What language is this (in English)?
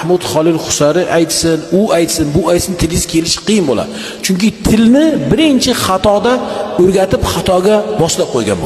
Uzbek